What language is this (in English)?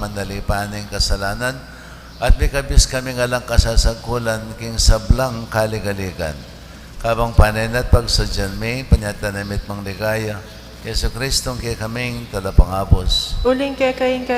Pampanga